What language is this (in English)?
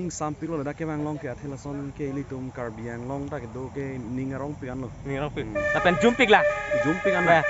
Karbi